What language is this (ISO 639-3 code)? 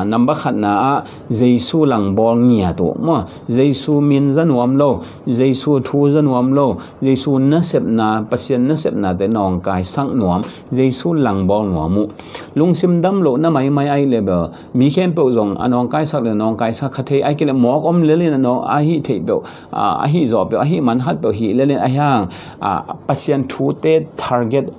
ctd